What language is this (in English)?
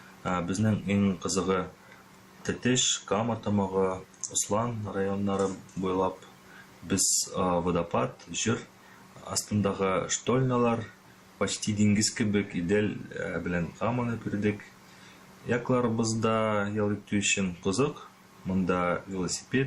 Tatar